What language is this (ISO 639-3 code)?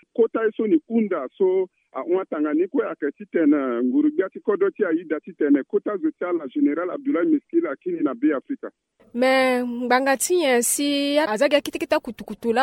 sag